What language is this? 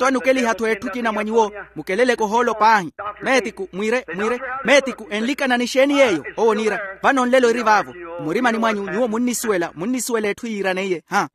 Makhuwa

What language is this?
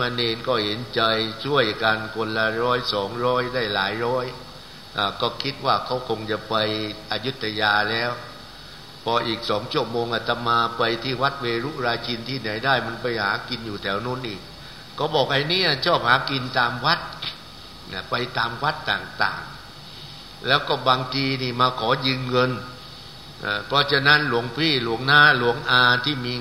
Thai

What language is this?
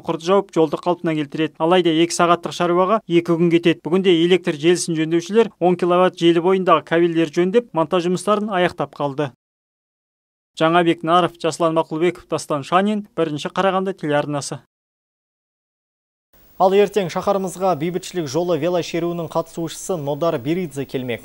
Kazakh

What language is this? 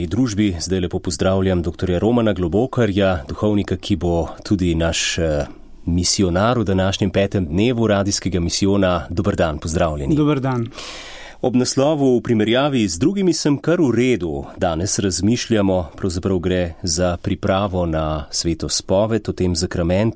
Slovenian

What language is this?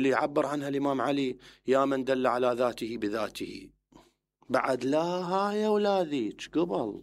Mesopotamian Arabic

